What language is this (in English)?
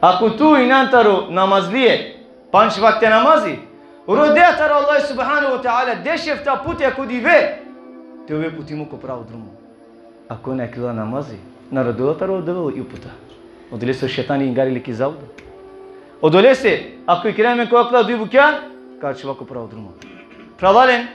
Balkan Romani